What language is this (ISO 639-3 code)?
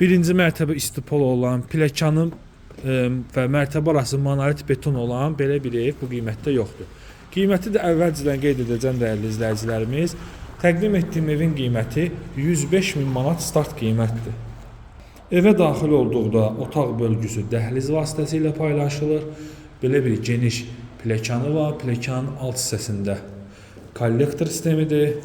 aze